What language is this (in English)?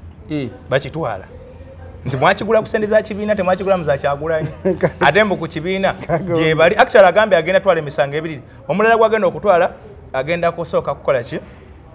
Ganda